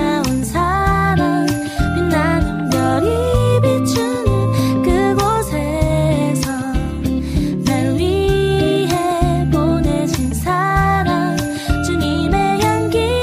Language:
Korean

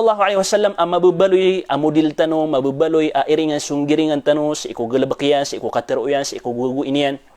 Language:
Maranao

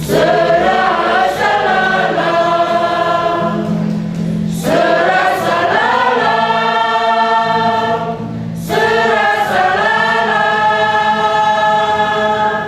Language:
Batak Karo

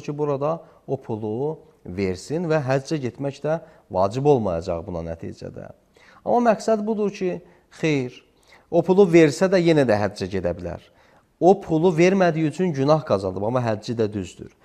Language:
Azerbaijani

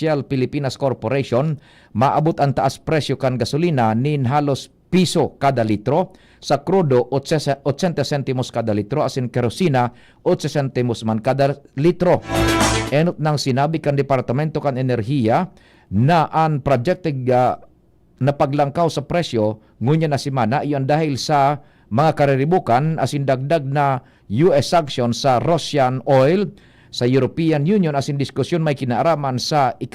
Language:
Bikol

